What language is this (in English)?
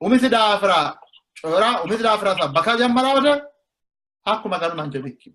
Sidamo